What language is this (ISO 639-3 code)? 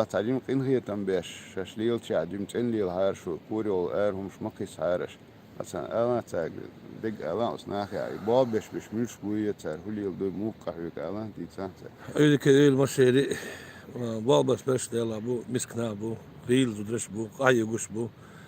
che